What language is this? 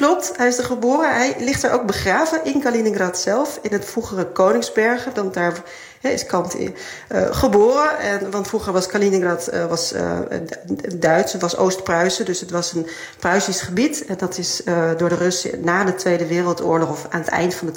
Dutch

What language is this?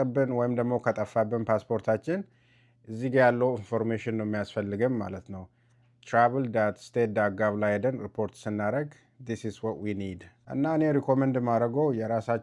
Amharic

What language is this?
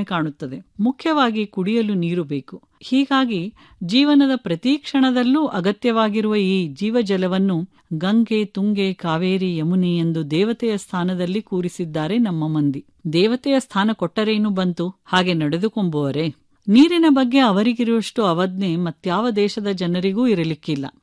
Kannada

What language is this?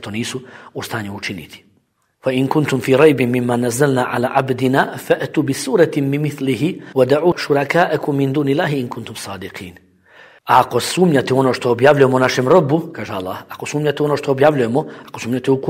Bosnian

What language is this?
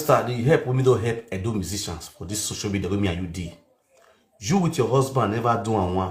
Nigerian Pidgin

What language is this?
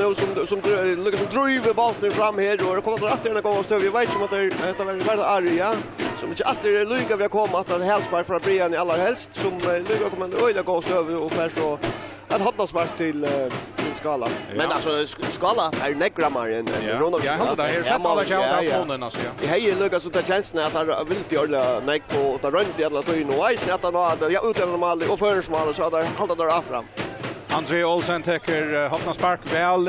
Faroese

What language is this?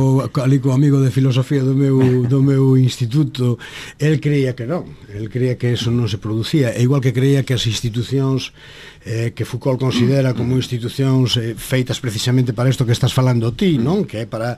Galician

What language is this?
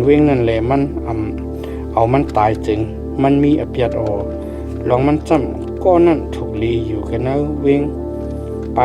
Shan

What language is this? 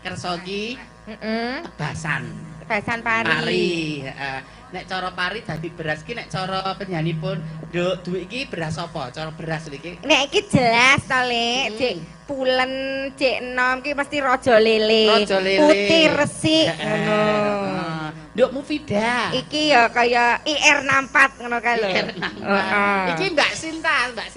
Javanese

